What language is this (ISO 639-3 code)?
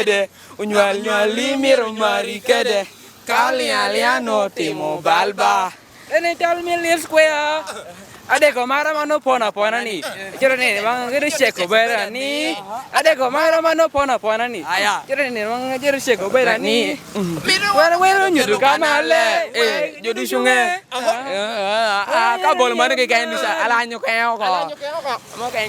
laj